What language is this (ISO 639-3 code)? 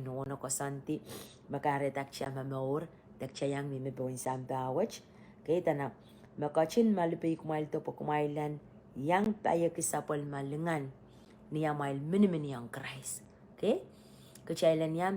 pon